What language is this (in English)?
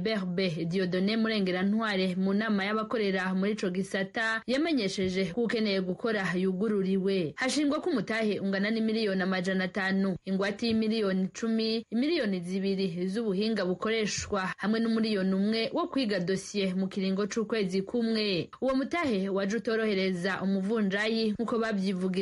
Rundi